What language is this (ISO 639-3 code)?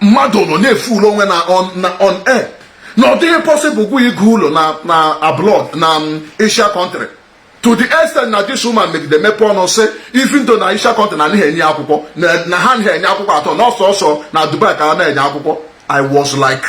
ibo